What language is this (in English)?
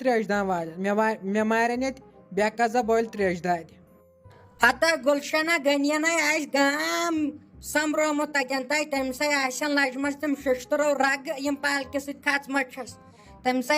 Kashmiri